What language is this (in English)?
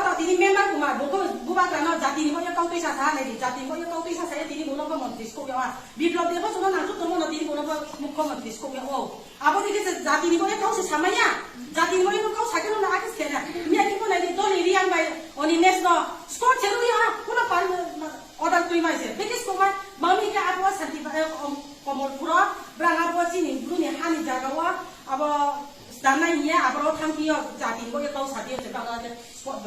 Kok Borok